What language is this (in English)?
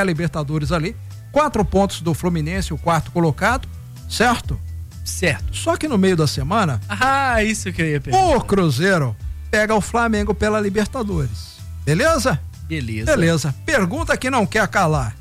Portuguese